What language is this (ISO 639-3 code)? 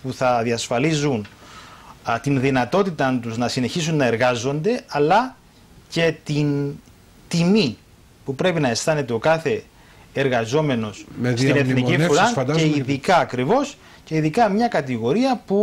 ell